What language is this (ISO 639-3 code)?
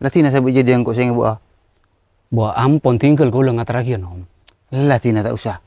mad